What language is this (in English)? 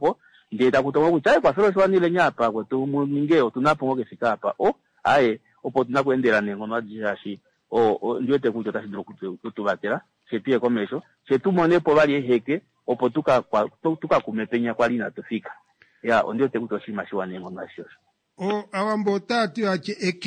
Kuanyama